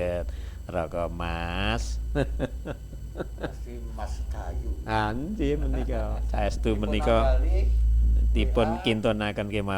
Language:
Javanese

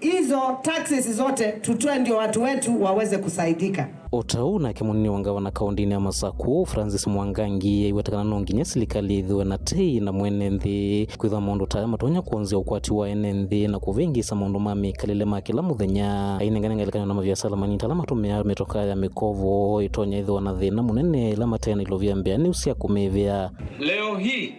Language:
Kamba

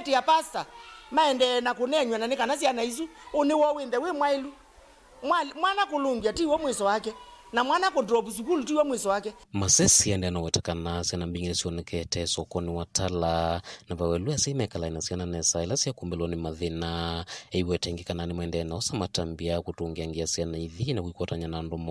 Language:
Kamba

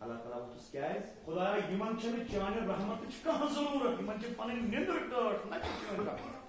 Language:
Kashmiri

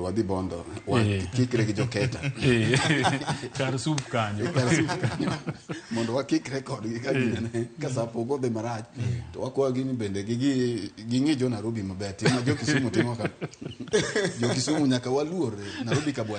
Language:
Luo (Kenya and Tanzania)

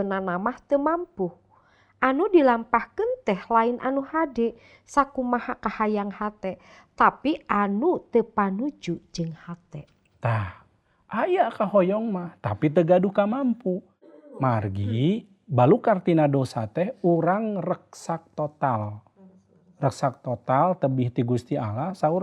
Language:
Sundanese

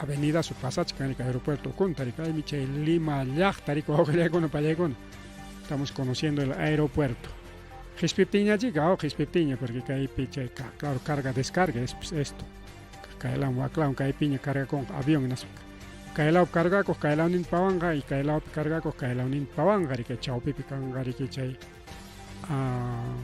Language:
Ayacucho Quechua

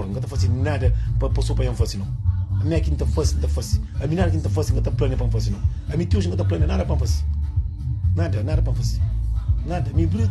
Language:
Kabuverdianu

